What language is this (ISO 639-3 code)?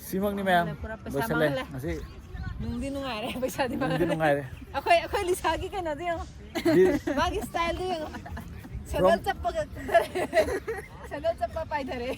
mni